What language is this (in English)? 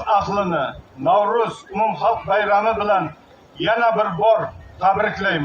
Uzbek